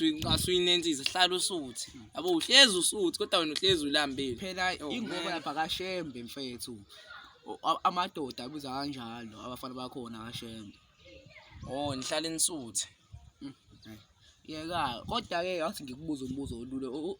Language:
Zulu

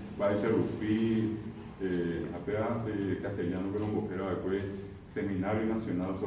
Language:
Guarani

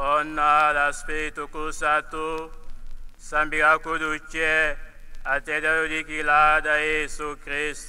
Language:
Tetela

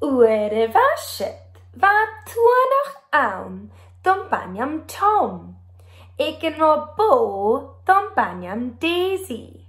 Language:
Scottish Gaelic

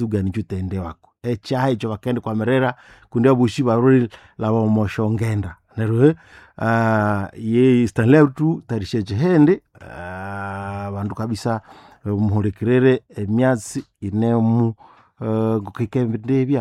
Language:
Nande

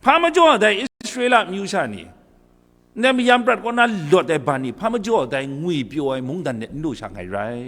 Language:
Kachin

